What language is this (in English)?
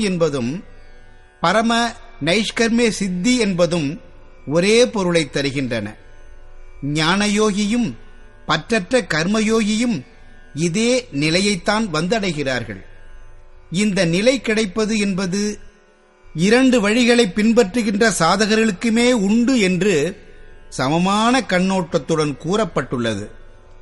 Tamil